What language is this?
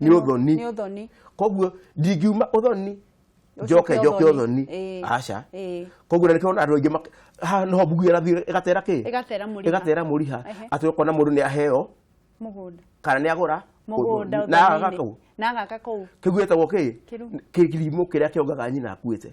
Kikuyu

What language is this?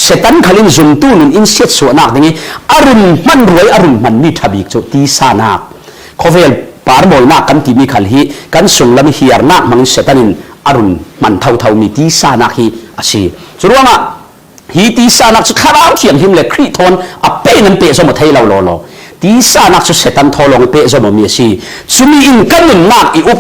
Falam Chin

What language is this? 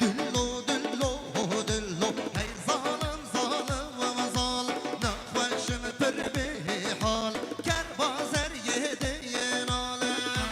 Kurdish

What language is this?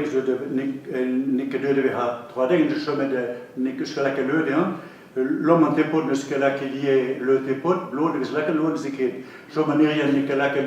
Breton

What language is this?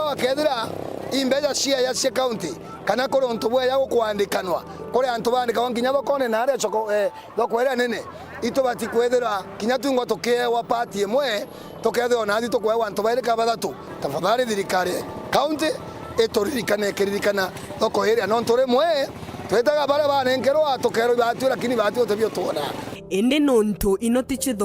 Meru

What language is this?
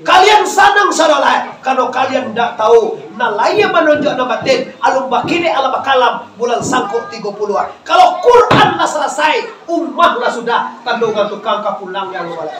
Minangkabau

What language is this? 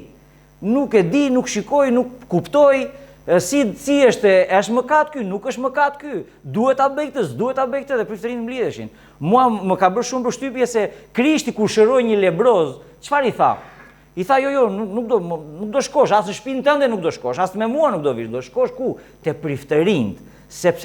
Albanian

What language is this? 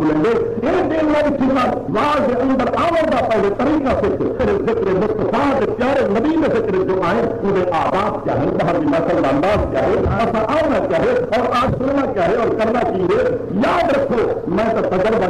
Saraiki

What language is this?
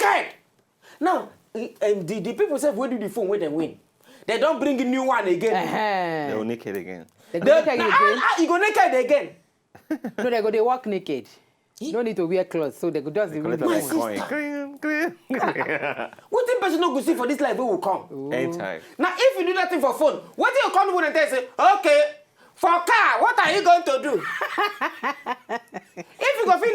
Nigerian Pidgin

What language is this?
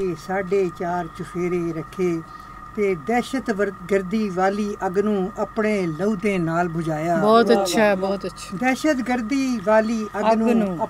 Punjabi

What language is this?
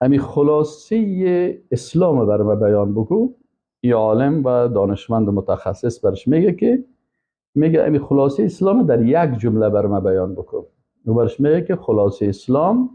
Persian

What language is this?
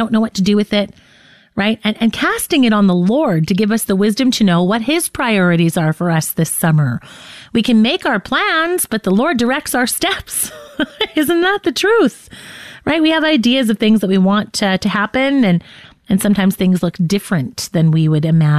English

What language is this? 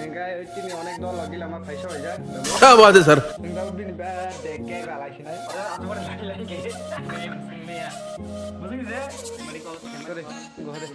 Kok Borok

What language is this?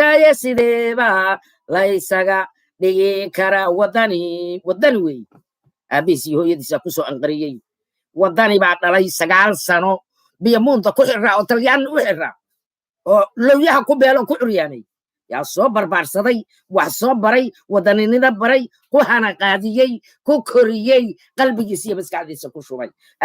Somali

